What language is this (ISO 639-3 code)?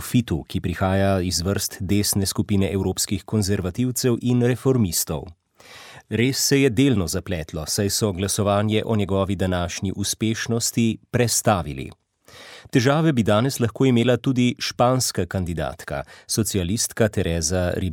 slv